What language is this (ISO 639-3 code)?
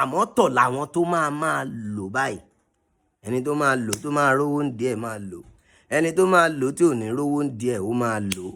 yor